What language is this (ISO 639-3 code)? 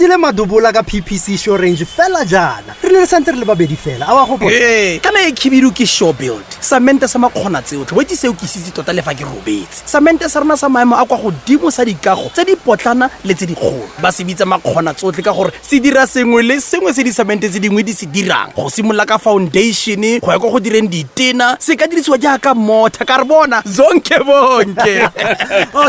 tsn